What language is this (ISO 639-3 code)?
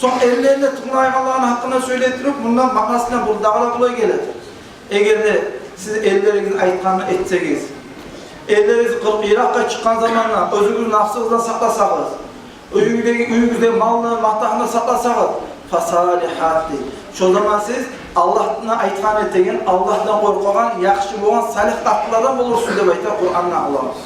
kum